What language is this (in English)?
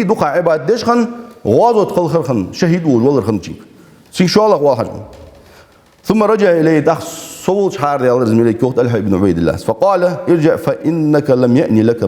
Ingush